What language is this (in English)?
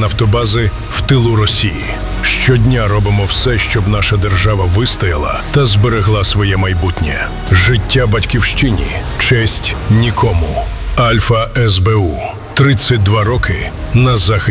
Ukrainian